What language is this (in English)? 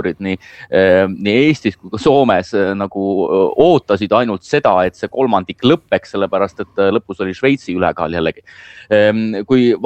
Estonian